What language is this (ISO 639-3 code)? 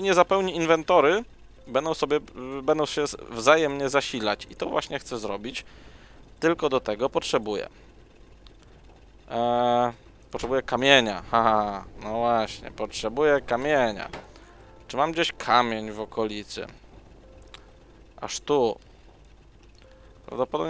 pol